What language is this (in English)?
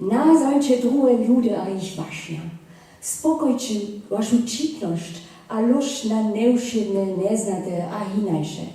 Upper Sorbian